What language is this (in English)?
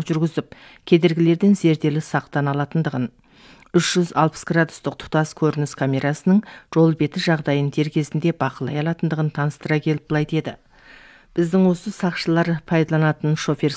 Kazakh